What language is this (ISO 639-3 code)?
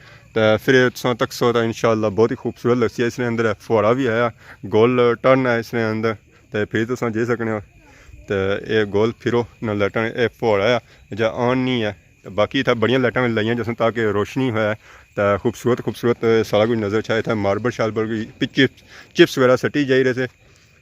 phr